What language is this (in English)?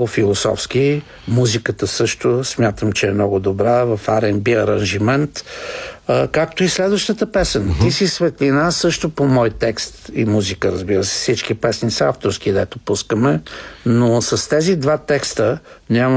Bulgarian